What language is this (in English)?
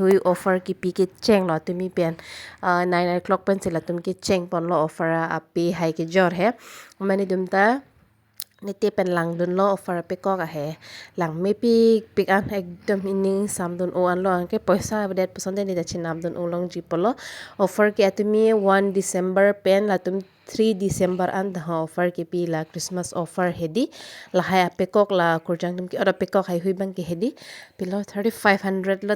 Karbi